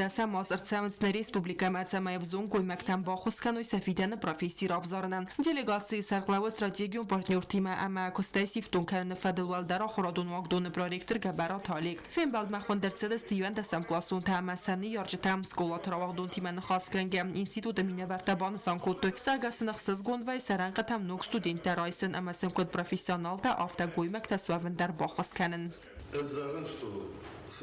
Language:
Ossetic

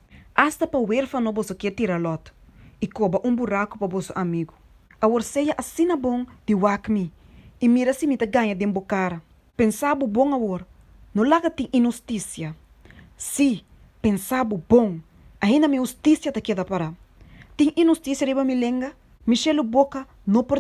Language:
Papiamento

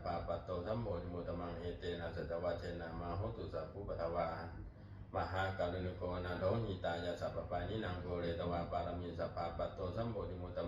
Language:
Pali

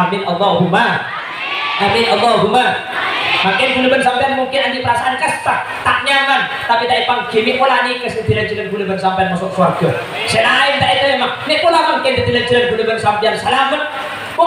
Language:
Madurese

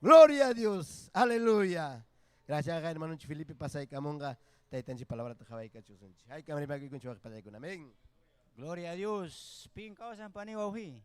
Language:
Ayacucho Quechua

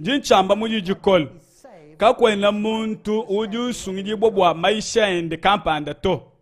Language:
Luba-Lulua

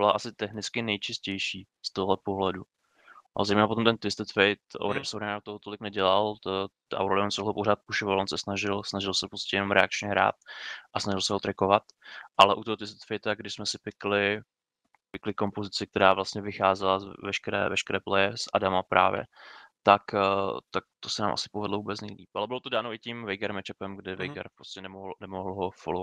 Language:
Czech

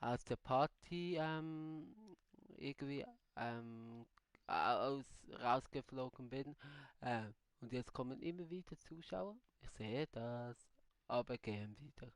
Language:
Swiss German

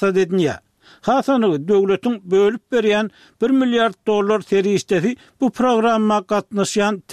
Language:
Turkmen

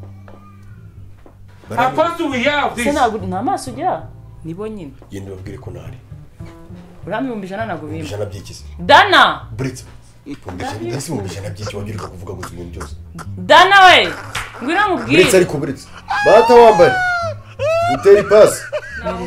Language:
Kinyarwanda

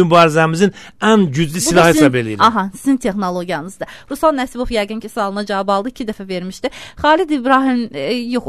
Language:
Azerbaijani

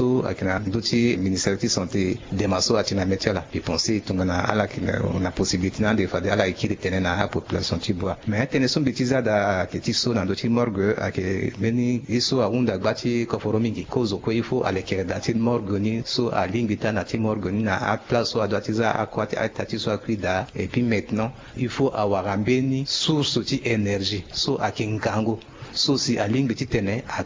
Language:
Sango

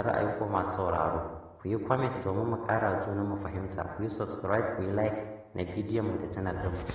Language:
Hausa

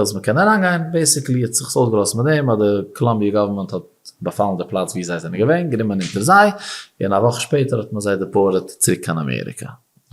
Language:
Yiddish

